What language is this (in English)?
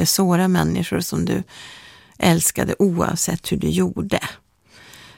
Swedish